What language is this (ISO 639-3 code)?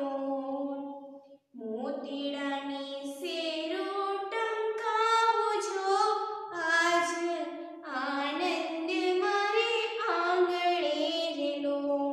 guj